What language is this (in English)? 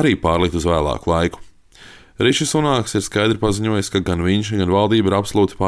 Latvian